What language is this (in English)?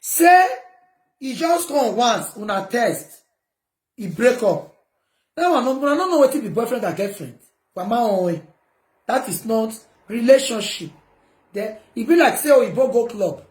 Nigerian Pidgin